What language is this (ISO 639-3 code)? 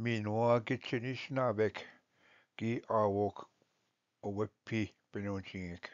oji